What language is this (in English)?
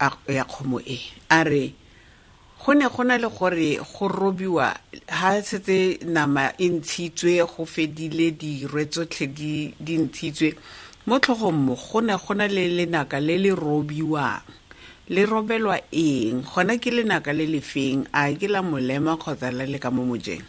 Tswana